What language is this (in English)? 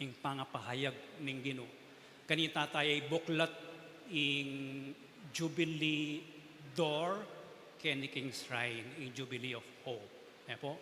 Pampanga